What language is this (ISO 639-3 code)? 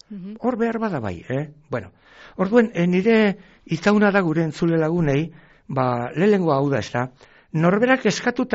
eus